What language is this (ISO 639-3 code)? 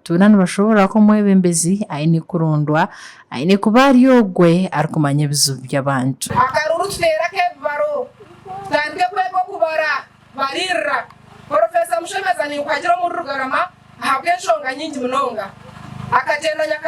nyn